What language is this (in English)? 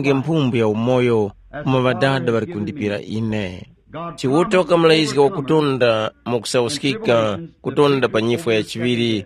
Tumbuka